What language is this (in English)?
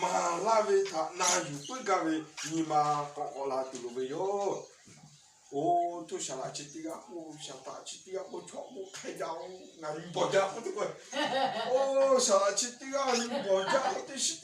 Lahu